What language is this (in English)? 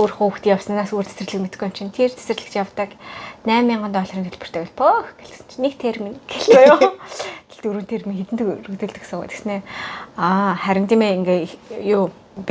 Mongolian